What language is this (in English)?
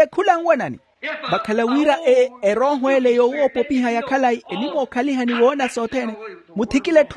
Makhuwa